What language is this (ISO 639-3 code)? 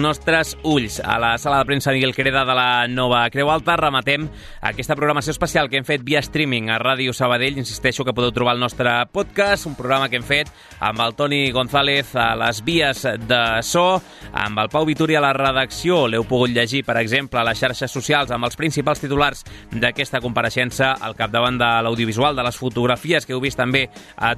cat